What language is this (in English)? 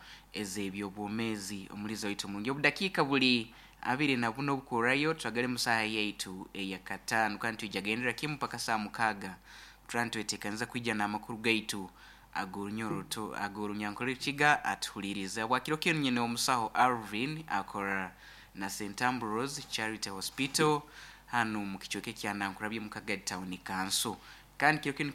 Nyoro